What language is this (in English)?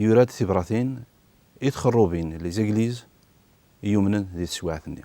Kabyle